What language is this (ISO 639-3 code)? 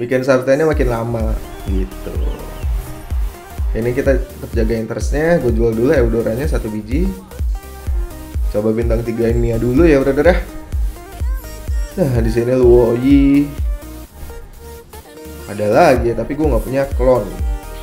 ind